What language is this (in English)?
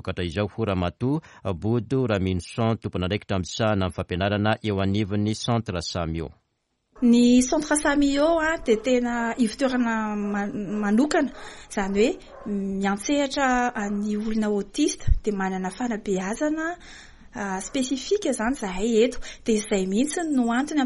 Malagasy